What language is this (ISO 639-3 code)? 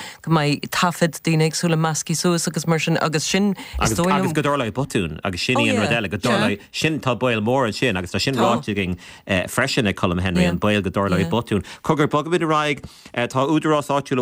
gle